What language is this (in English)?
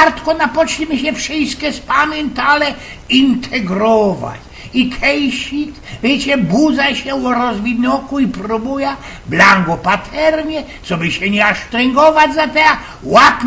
Silesian